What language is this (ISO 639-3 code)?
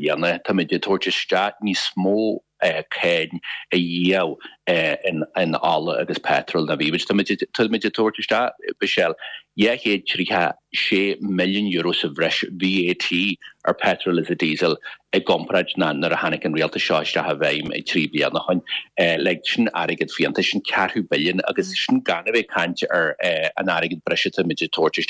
gle